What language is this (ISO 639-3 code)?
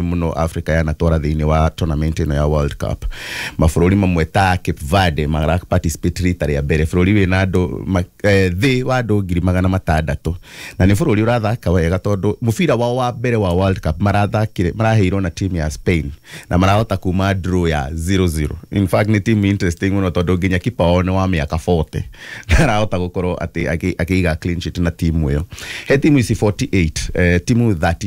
kik